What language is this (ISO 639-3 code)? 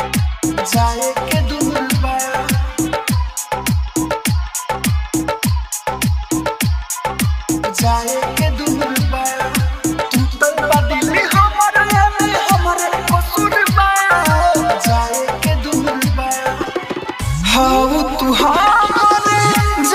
bho